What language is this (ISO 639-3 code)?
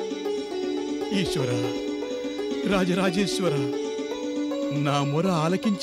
tel